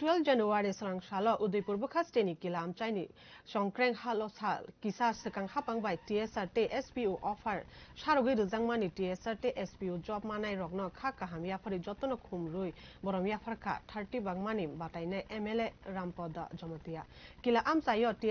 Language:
Kok Borok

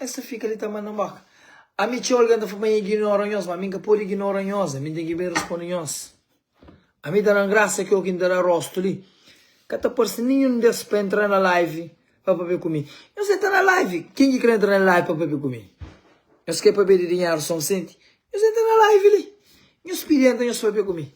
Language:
Kabuverdianu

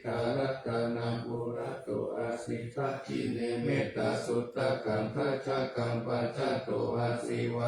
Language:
Pali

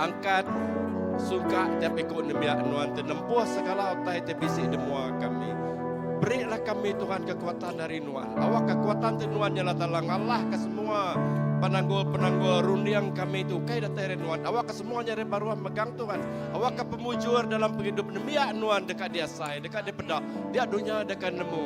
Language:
Iban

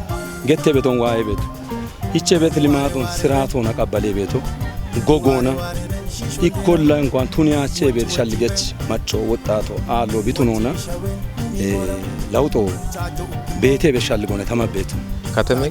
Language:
Kafa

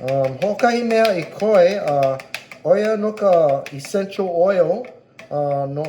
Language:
Hawaiian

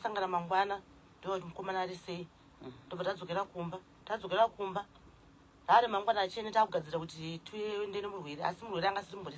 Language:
Shona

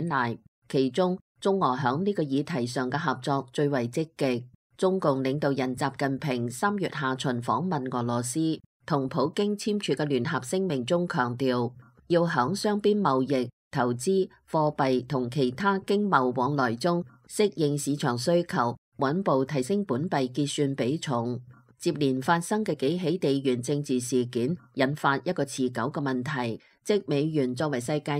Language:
Cantonese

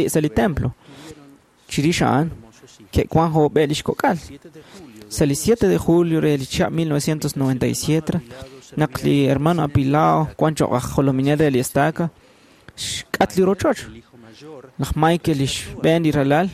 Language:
Kekchí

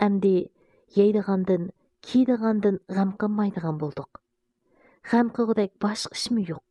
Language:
Uyghur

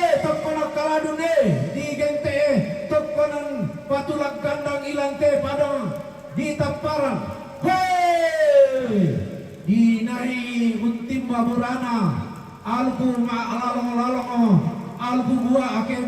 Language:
Toraja-Sa'dan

